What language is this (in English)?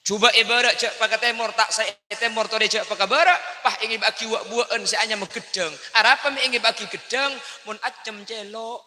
Madurese